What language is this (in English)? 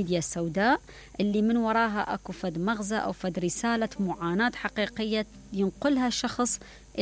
Mesopotamian Arabic